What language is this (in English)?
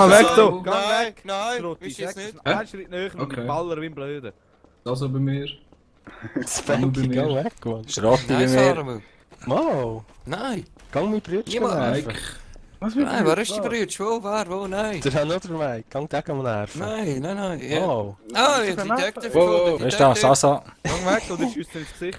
Swiss German